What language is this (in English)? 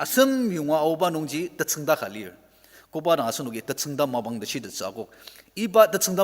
Ao Naga